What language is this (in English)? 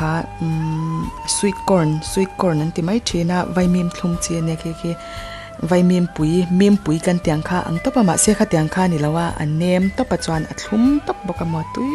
Mizo